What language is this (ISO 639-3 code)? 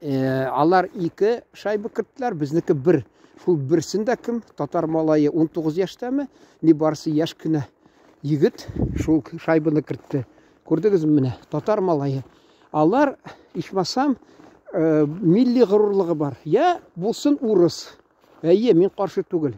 tat